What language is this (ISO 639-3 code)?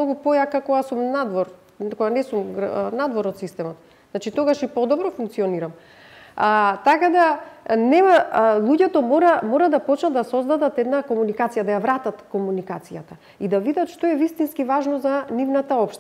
mkd